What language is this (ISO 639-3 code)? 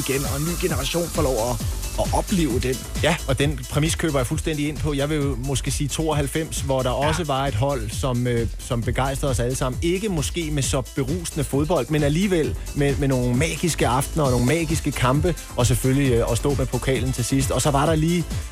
dan